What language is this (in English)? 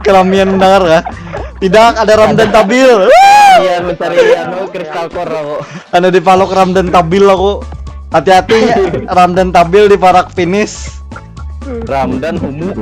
Banjar